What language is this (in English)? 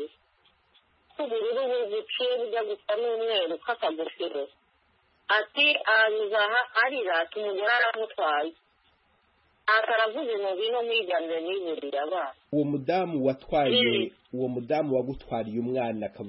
Kinyarwanda